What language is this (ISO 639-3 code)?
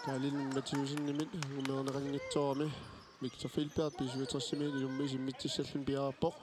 kal